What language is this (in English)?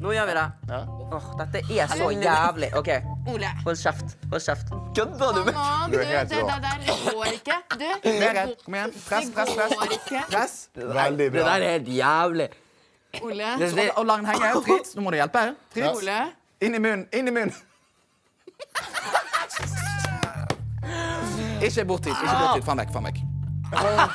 Norwegian